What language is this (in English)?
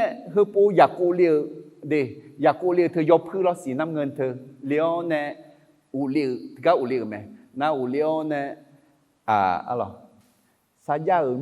Akha